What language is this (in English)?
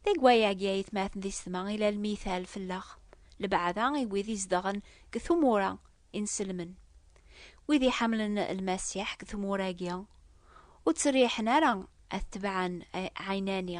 Kabyle